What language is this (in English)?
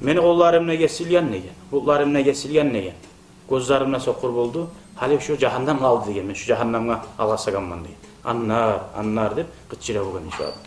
Kumyk